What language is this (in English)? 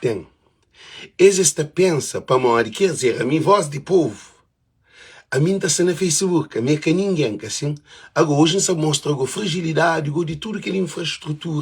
Kabuverdianu